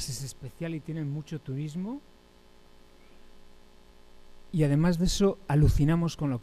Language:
Spanish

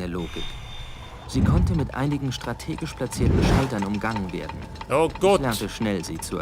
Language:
Bavarian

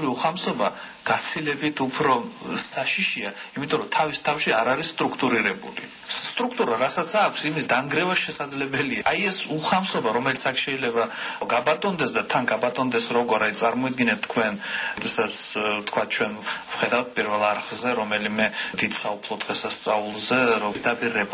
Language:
Georgian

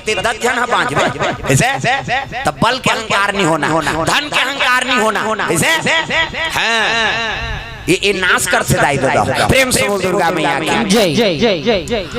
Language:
Chhattisgarhi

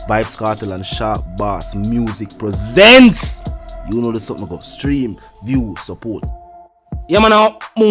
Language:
Jamaican Creole English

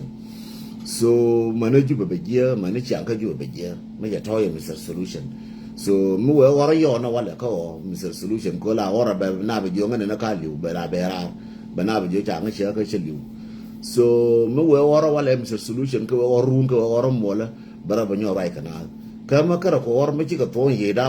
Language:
Nuer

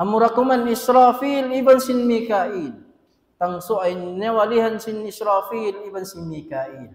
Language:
Tausug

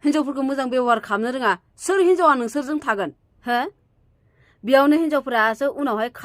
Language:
Bodo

